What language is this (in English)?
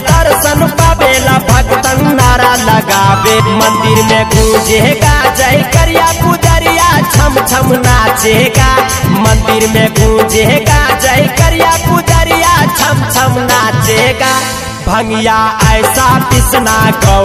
Bhojpuri